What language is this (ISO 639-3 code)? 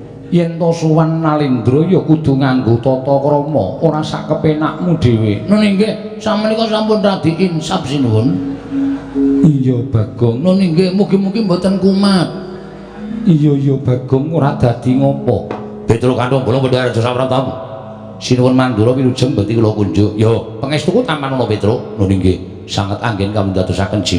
jav